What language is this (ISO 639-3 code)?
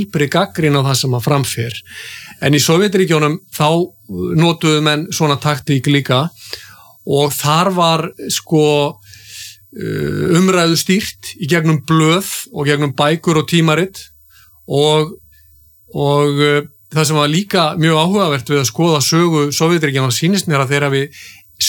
isl